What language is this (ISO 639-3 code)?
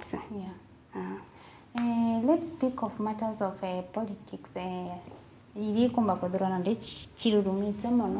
mer